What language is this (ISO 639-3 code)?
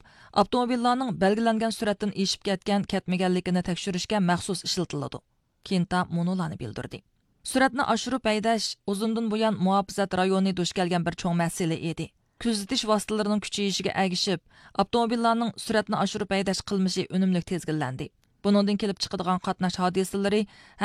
uig